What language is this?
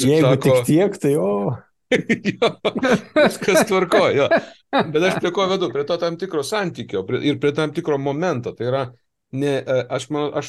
Lithuanian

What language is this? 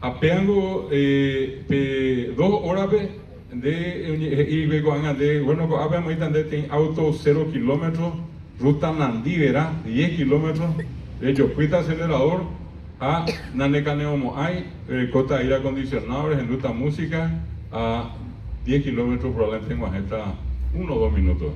Guarani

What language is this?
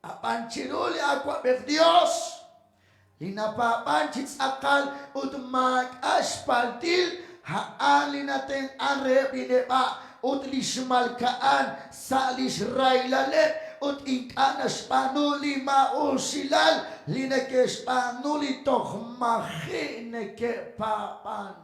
Kekchí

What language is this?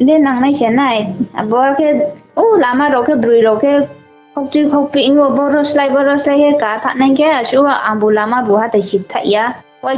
Riang (India)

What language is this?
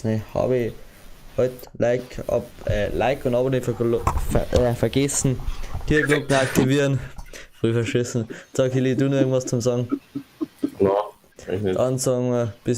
Bavarian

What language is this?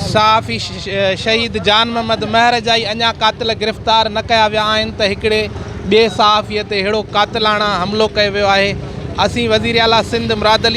Sindhi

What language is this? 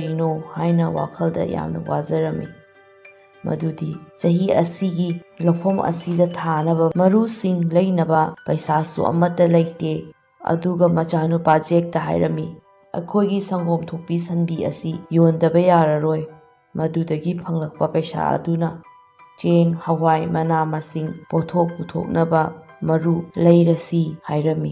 Manipuri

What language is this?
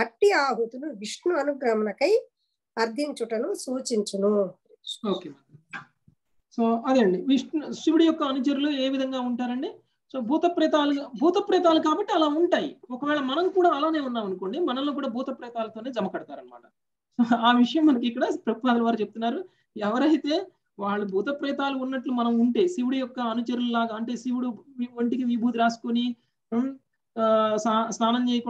Telugu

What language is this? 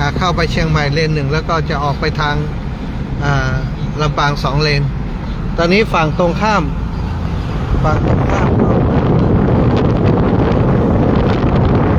Thai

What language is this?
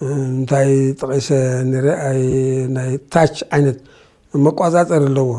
Tigrinya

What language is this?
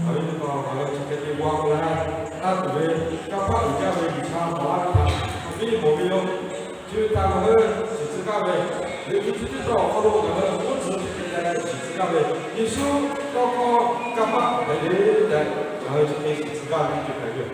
Lahu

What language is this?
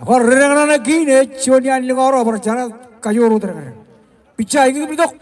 Marshallese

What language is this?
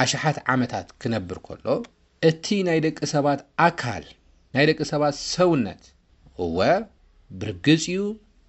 Tigrinya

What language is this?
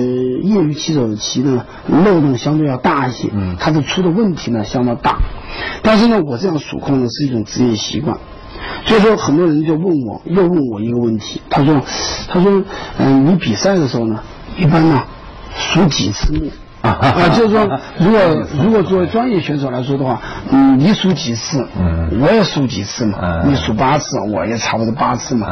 Chinese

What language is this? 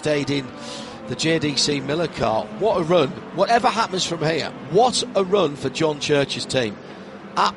English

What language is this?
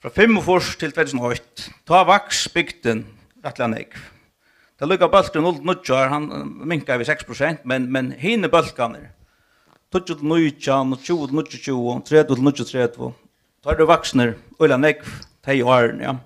Faroese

